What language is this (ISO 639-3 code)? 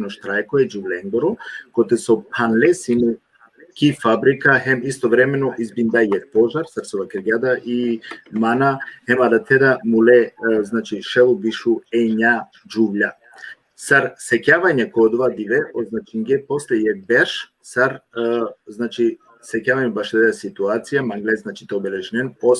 rmn